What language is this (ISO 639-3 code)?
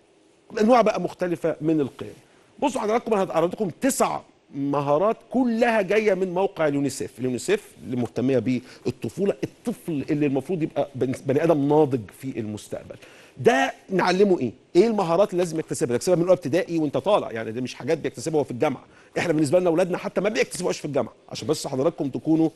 arz